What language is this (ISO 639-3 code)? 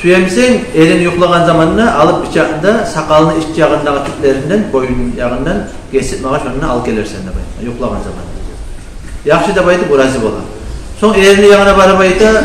kum